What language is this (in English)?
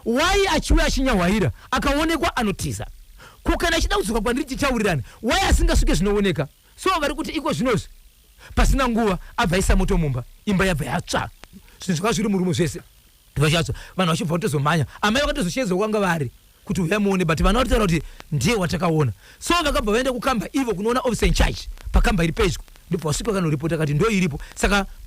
Shona